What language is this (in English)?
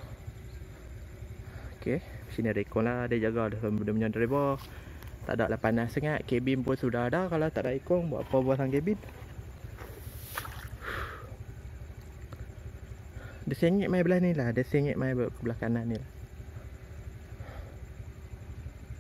Malay